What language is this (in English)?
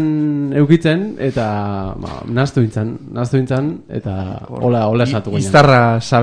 Basque